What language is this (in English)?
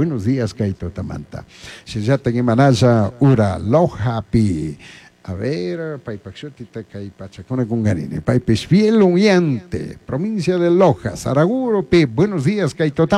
Chimborazo Highland Quichua